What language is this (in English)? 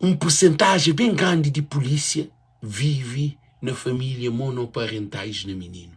Kabuverdianu